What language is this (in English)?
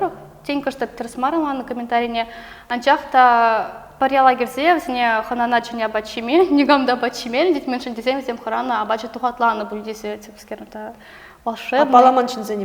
Chuvash